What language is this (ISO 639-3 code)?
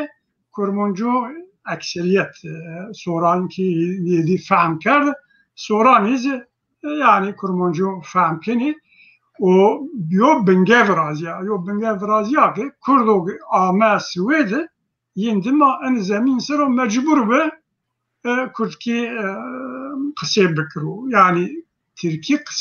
zza